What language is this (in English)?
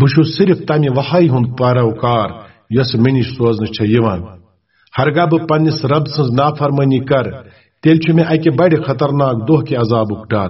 Kashmiri